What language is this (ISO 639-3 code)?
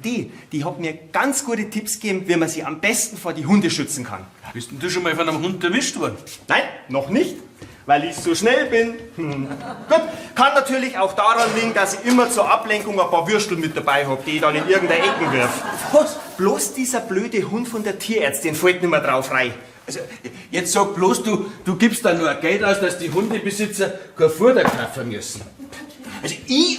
bar